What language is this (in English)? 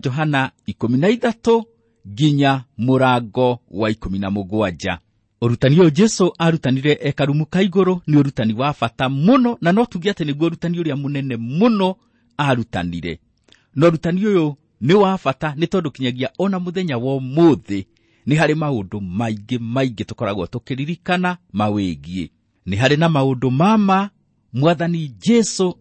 Kikuyu